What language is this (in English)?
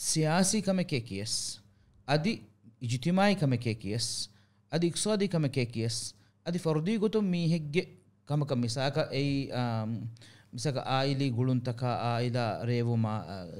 Divehi